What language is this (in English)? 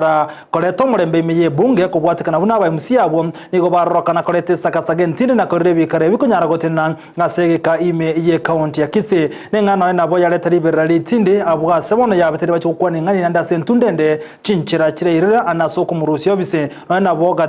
Gusii